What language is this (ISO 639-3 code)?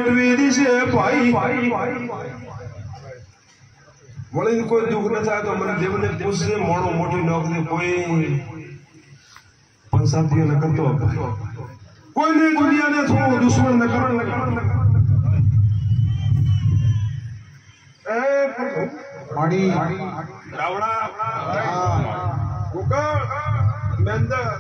guj